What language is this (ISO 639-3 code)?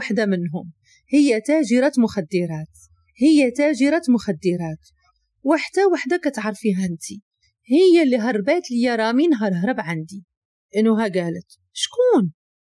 ary